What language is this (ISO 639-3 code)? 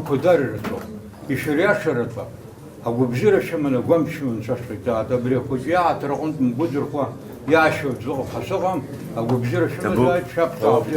abk